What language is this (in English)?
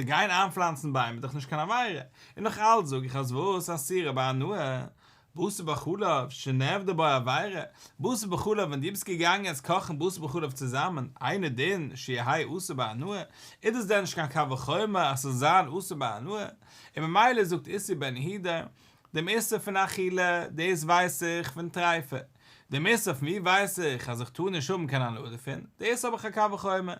Yiddish